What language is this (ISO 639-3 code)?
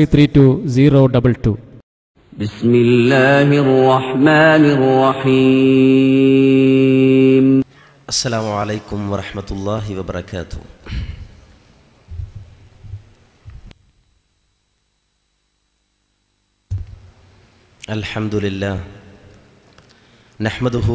mal